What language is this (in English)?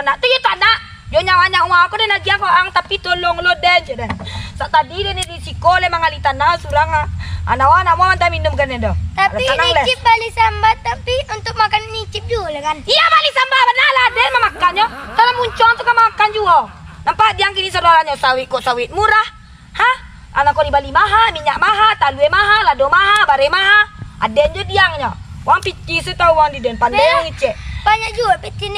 Minangkabau